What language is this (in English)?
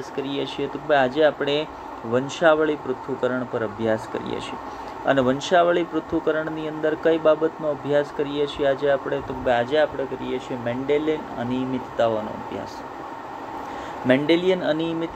Gujarati